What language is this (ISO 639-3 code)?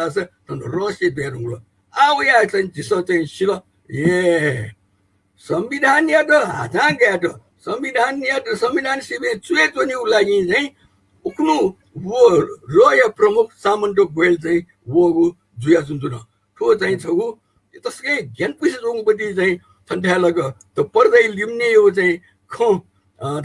new